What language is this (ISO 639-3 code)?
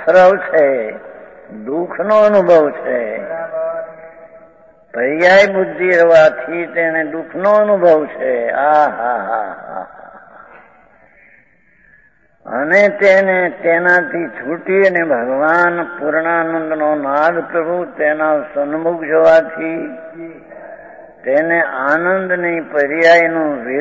guj